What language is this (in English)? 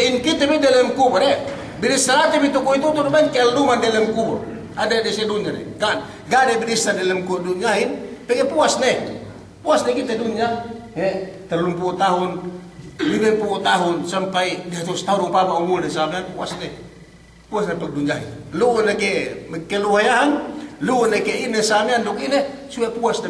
Yakan